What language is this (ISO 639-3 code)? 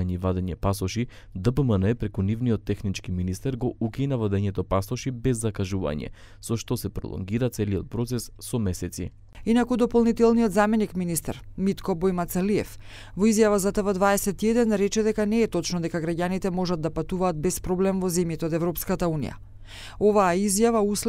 mkd